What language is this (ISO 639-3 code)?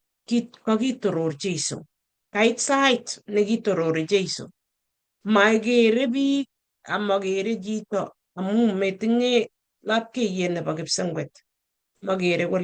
kln